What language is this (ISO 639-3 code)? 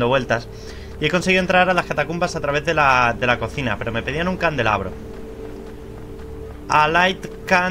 spa